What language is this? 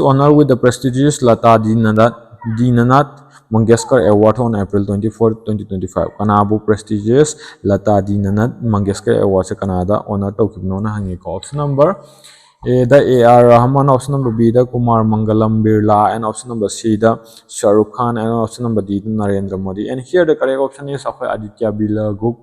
Manipuri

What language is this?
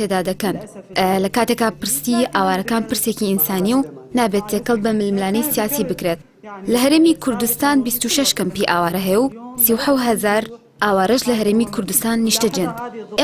Central Kurdish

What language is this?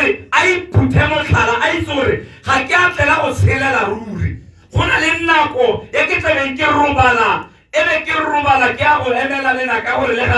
Tswana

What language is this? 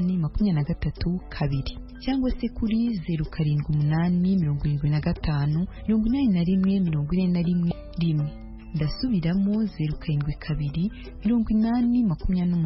Kinyarwanda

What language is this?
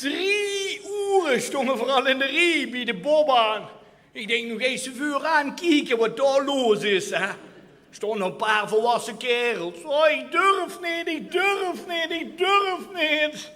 Limburgish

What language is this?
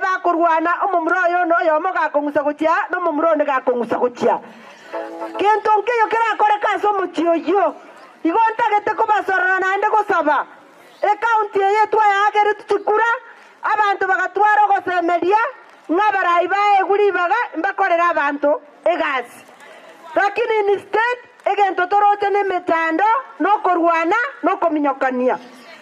Gusii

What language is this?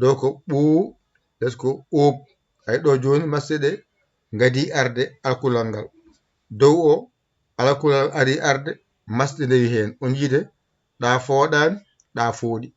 Fula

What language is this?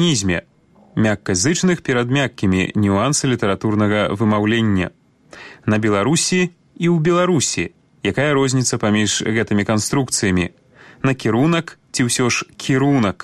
Belarusian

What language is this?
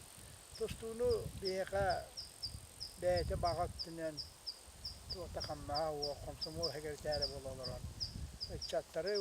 Yakut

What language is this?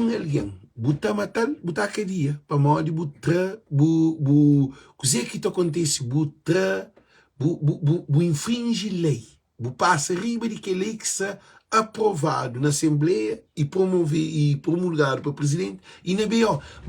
Kabuverdianu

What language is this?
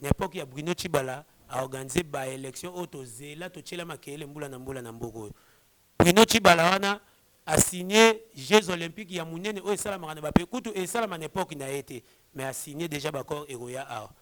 Lingala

